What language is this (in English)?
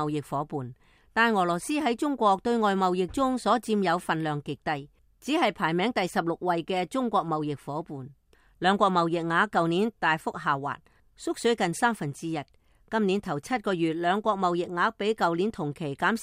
Cantonese